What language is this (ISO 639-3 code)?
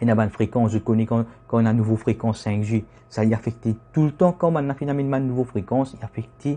mfe